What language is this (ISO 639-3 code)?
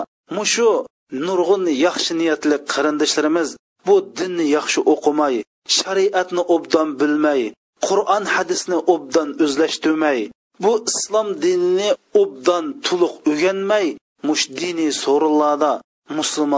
uig